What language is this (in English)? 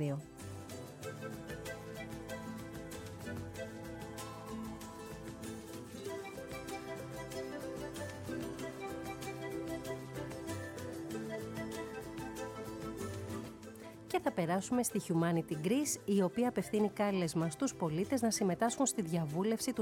Greek